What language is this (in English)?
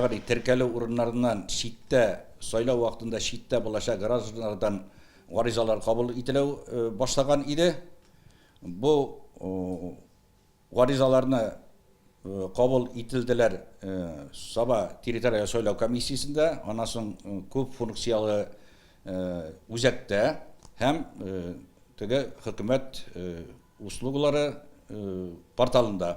Tatar